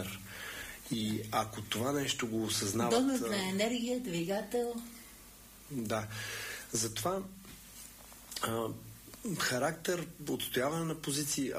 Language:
Bulgarian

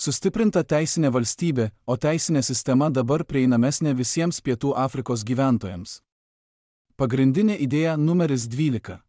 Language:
Lithuanian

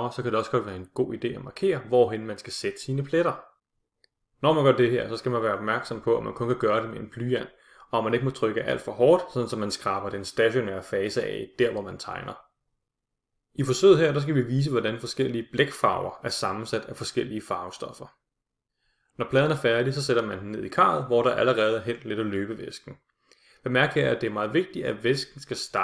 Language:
Danish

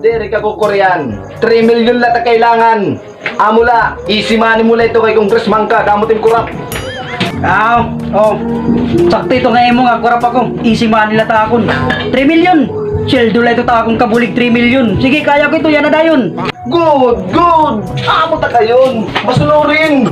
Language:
Waray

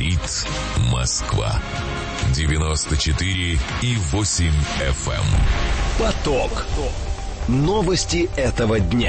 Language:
Russian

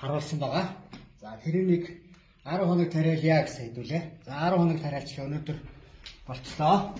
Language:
Mongolian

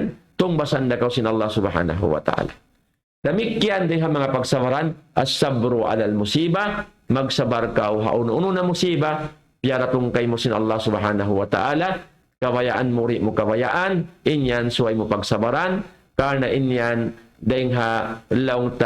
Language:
Tausug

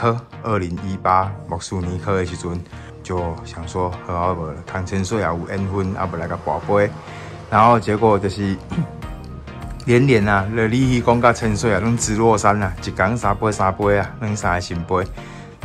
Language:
Min Nan Chinese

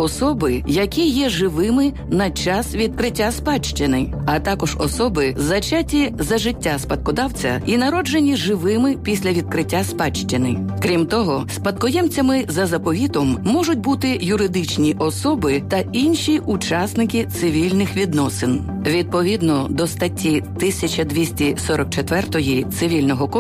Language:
Ukrainian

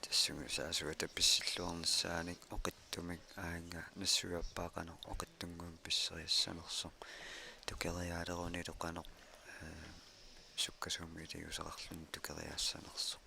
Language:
Kalaallisut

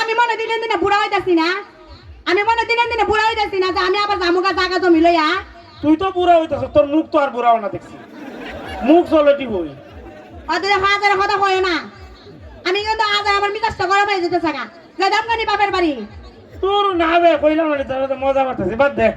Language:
Sylheti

